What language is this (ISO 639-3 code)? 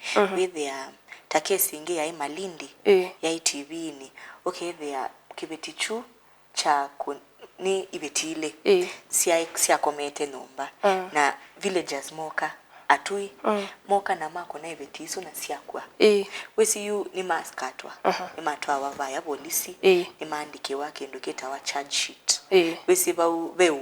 kam